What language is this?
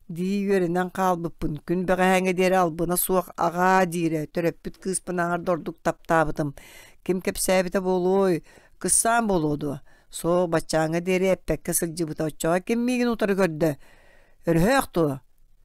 Yakut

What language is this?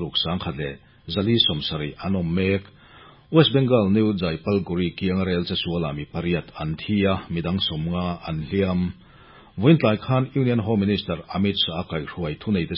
Mizo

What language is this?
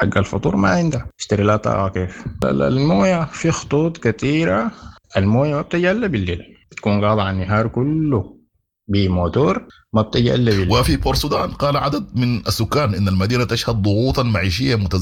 Sudanese Arabic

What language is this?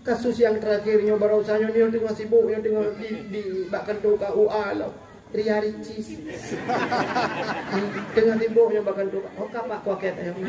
Achinese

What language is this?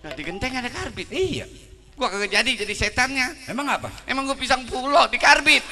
Betawi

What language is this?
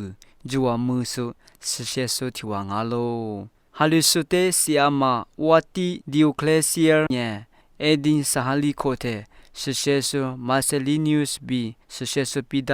Lisu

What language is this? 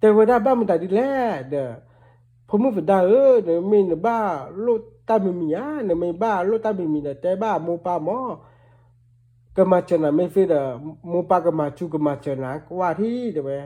S'gaw Karen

